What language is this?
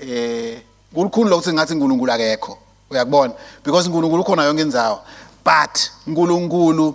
Swati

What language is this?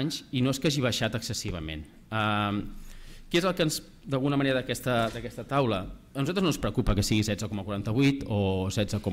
Catalan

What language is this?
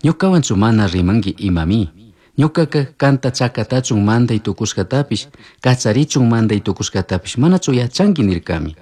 Chimborazo Highland Quichua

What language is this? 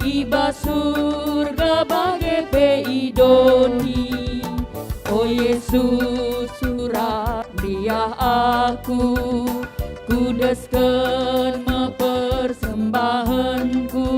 Batak Karo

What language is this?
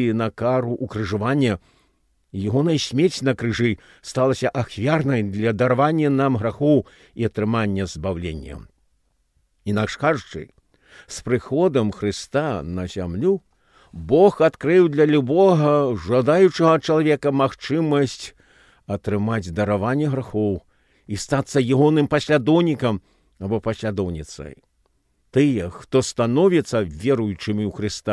Belarusian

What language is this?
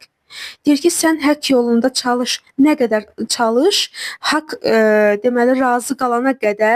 Azerbaijani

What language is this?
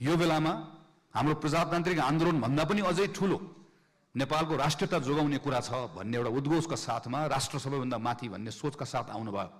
Nepali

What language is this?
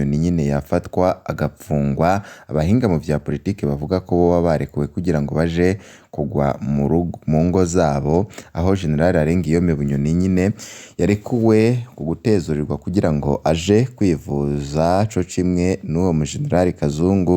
Rundi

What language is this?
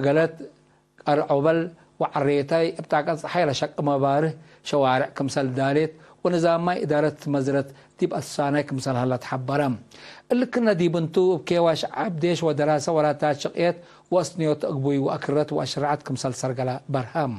Tigre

